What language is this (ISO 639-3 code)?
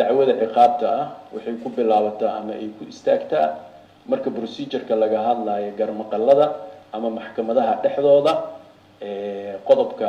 som